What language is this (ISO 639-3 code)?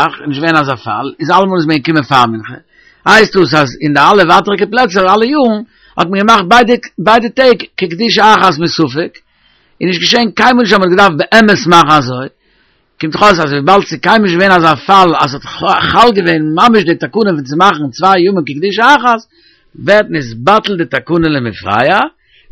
yid